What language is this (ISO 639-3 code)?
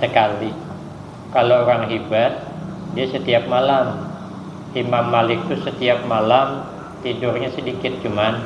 bjn